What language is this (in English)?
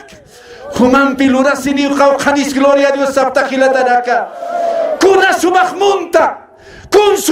Aymara